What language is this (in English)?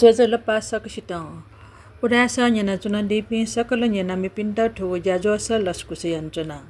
Newari